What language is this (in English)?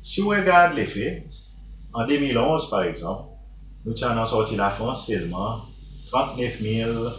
Seselwa Creole French